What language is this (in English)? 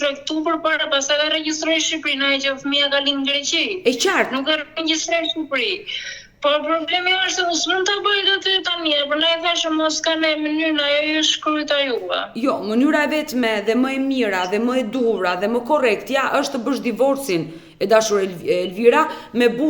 Albanian